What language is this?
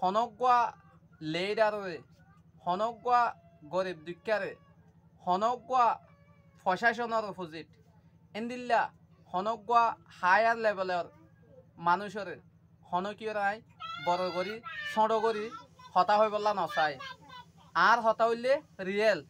Rohingya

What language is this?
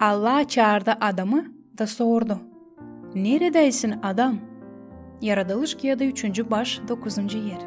Gagauz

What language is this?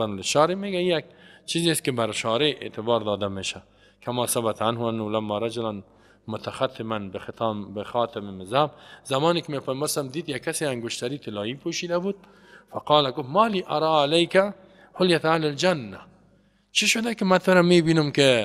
Persian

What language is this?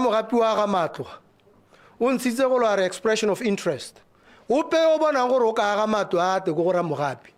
Tswana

